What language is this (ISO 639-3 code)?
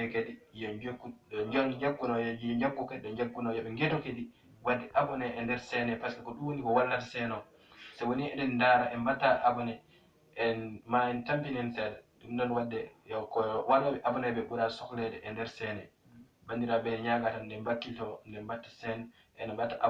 ful